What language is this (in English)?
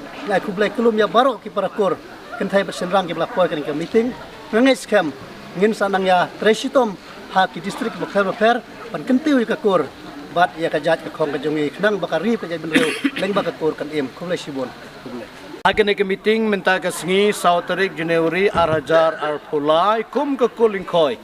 Khasi